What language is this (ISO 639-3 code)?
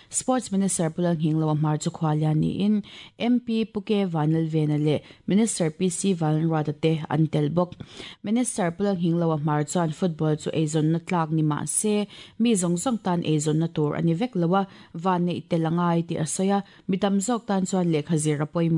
lus